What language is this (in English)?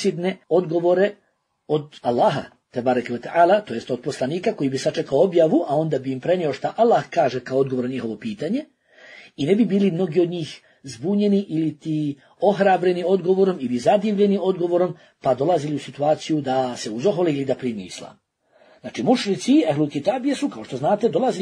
Bosnian